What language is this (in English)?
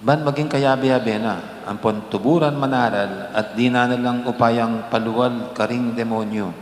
Pampanga